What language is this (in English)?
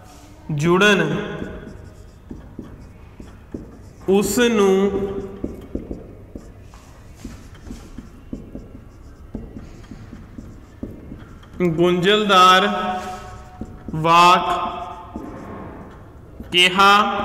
Punjabi